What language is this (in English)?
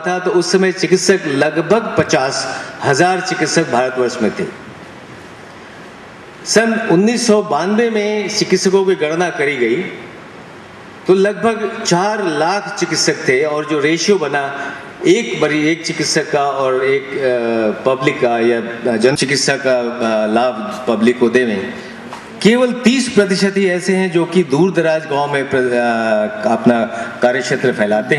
Hindi